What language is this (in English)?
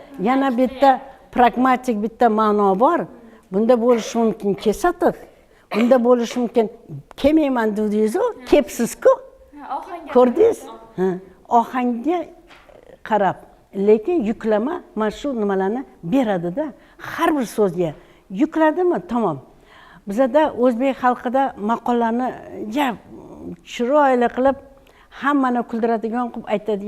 Uzbek